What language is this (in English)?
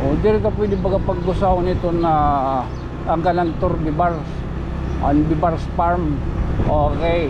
Waray